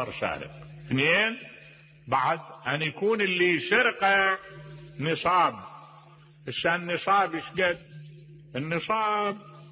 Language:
Mesopotamian Arabic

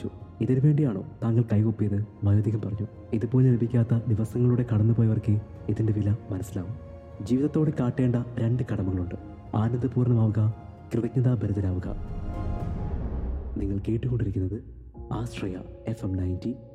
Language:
Malayalam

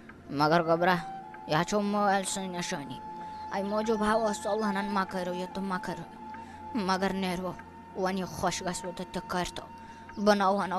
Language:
Kashmiri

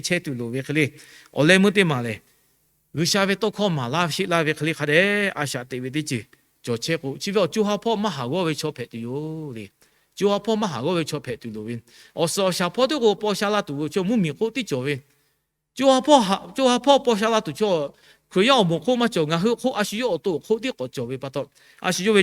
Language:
Lahu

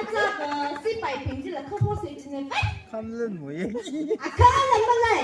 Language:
Tangkhul Naga (India)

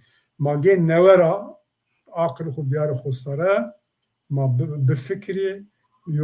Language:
Zaza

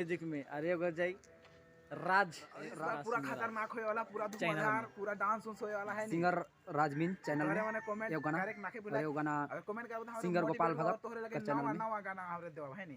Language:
Sadri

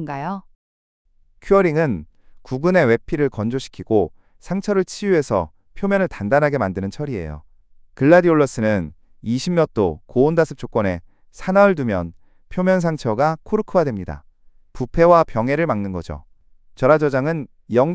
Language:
Korean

